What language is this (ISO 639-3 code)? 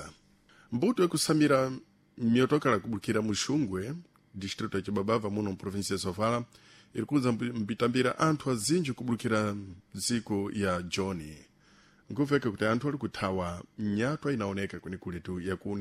seh